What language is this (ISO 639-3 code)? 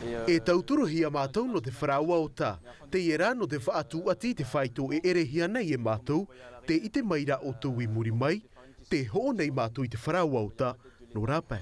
tah